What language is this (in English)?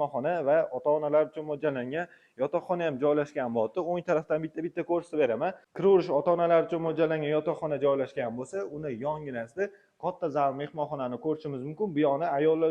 Uzbek